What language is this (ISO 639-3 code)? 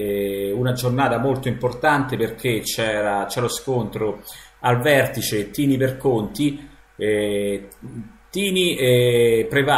ita